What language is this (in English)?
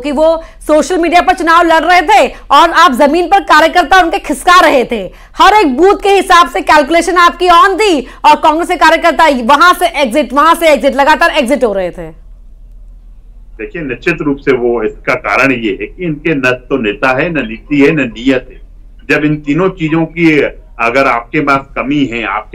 Hindi